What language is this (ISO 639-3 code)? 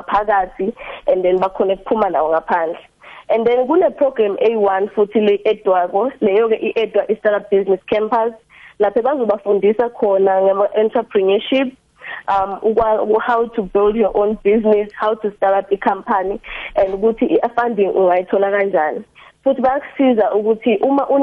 nbl